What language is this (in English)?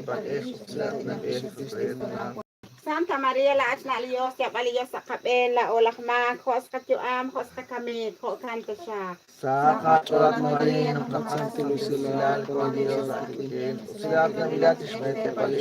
Kekchí